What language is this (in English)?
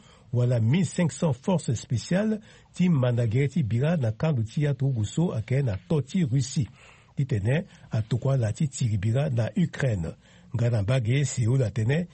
Sango